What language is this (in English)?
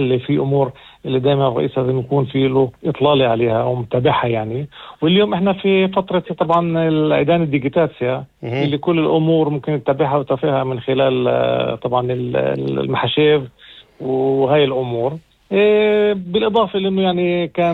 North Levantine Arabic